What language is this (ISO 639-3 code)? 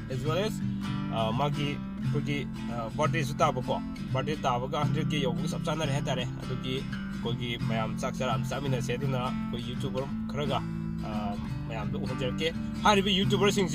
mni